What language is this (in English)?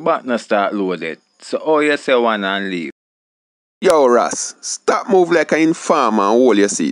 Jamaican Creole English